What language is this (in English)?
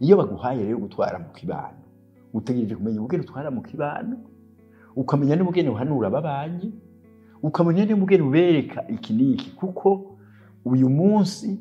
Rundi